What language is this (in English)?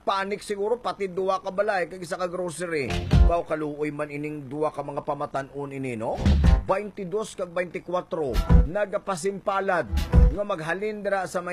Hiligaynon